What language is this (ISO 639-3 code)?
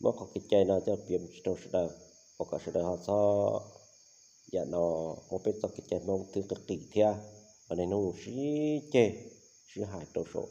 hmn